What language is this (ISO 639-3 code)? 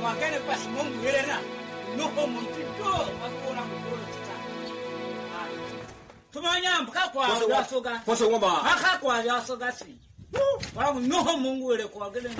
tiv